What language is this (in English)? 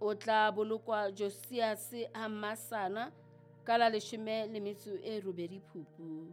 Southern Sotho